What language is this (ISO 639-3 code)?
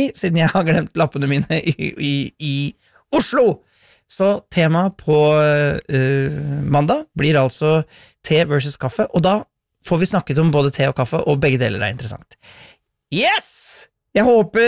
nor